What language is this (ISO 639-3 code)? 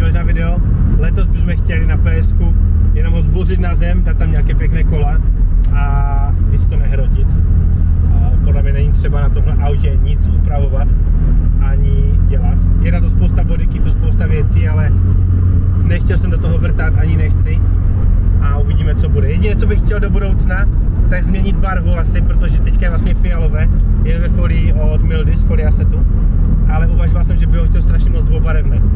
ces